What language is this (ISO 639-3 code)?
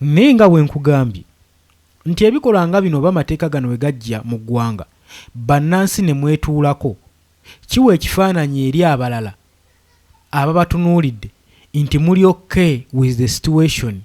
lug